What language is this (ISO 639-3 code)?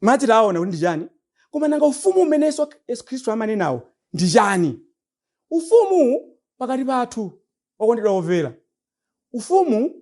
nya